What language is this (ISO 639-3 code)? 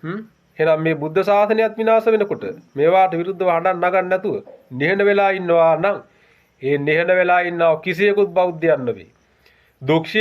sin